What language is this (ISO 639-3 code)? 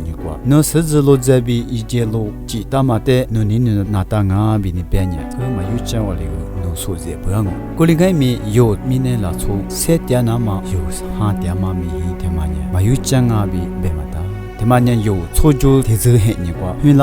lis